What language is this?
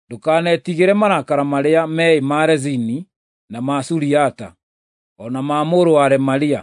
Kikuyu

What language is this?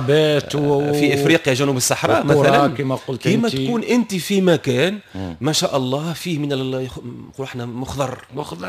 Tunisian Arabic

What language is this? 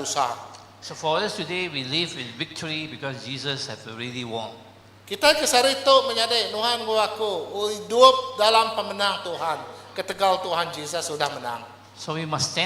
Iban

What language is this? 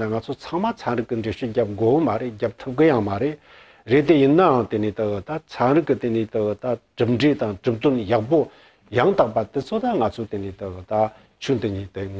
Tibetan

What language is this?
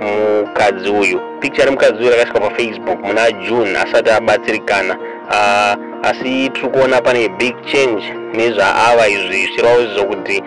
Shona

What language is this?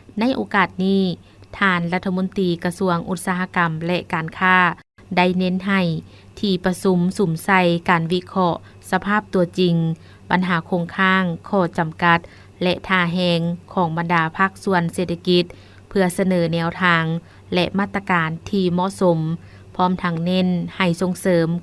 Lao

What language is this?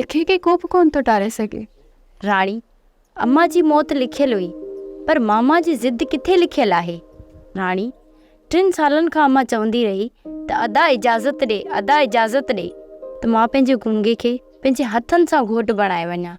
Sindhi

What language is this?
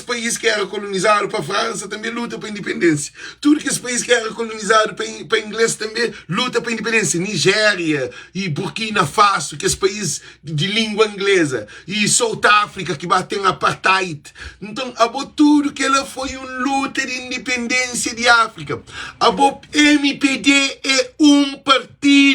Kabuverdianu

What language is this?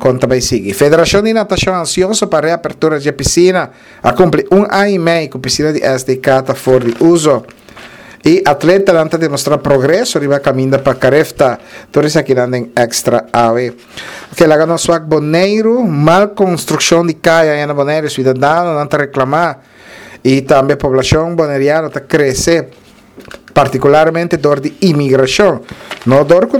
Papiamento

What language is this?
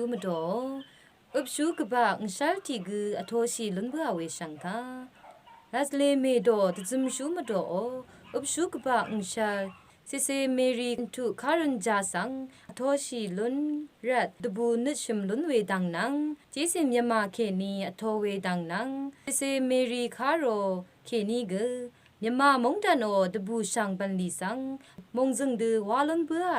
Rawang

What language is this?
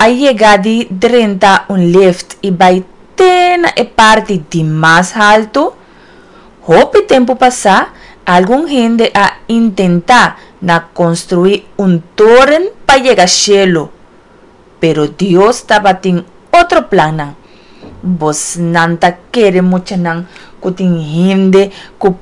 Papiamento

